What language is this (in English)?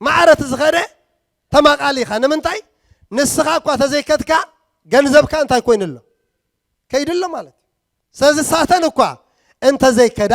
Tigrinya